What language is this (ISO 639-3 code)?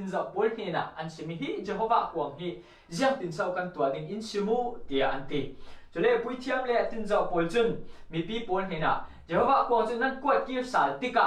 cfm